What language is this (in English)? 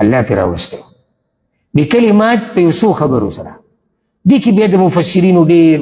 Pashto